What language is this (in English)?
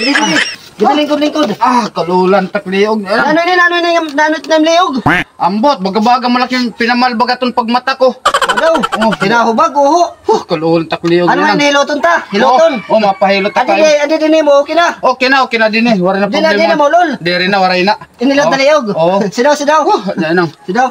Waray